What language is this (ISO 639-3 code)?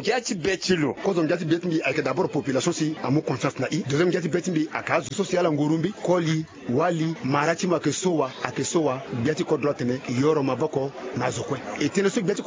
sag